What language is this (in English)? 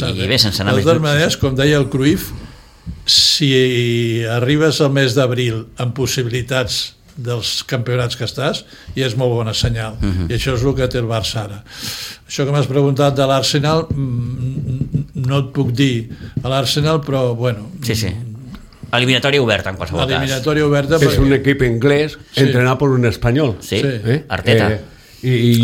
Catalan